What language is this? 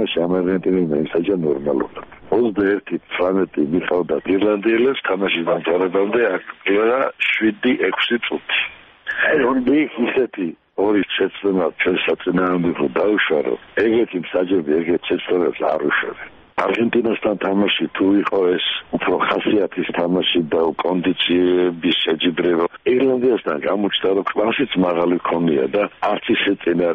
Georgian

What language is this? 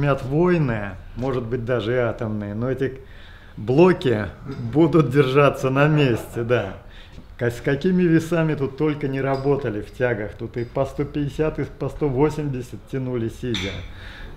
Russian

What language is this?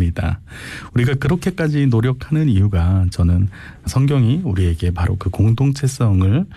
Korean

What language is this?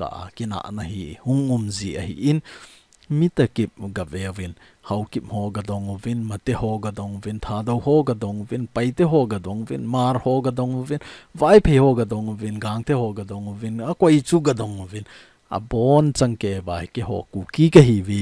Thado Chin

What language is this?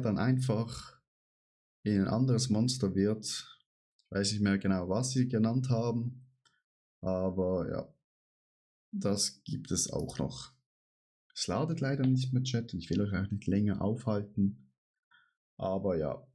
Swiss German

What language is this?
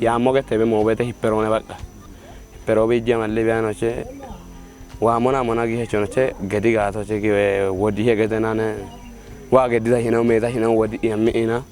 Kafa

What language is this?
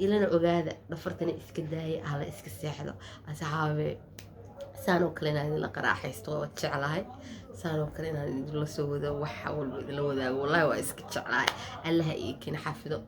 Somali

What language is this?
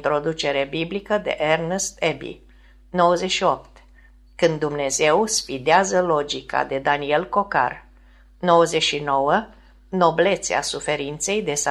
Romanian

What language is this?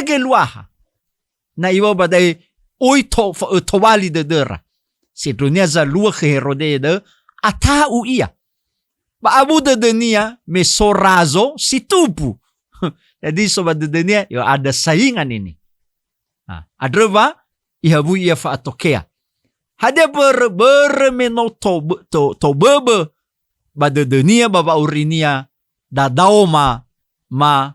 Nias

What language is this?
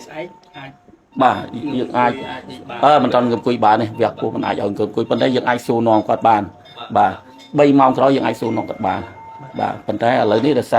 Khmer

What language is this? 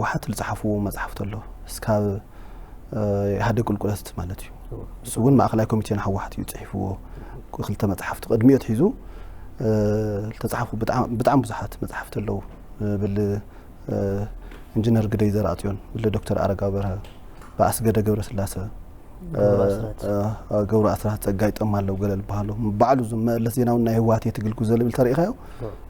Tigrinya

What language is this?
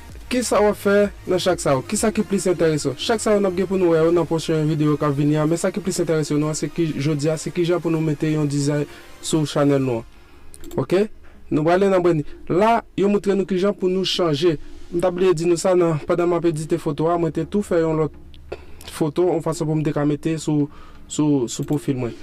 Haitian Creole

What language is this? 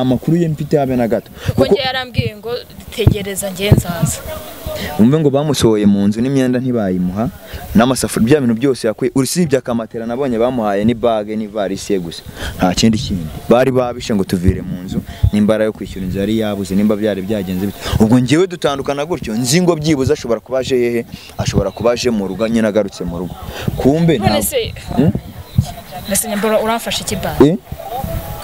Kinyarwanda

